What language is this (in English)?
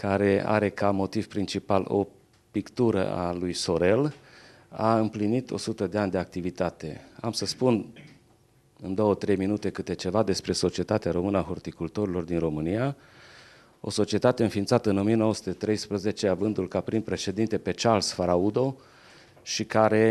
Romanian